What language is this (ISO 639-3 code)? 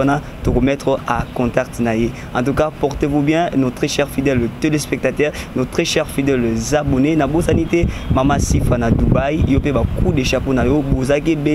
lin